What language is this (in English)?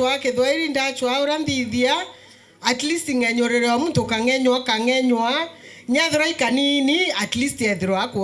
Meru